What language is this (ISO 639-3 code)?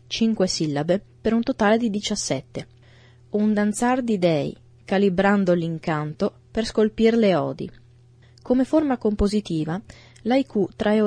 ita